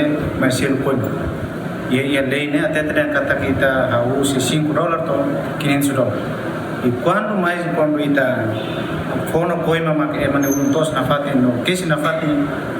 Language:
Tetum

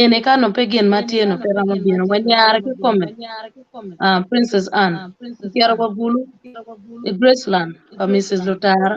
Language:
Acoli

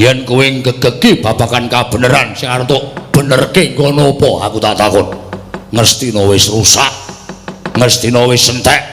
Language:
Javanese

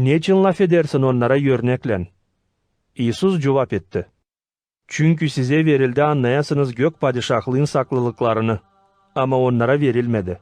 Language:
Gagauz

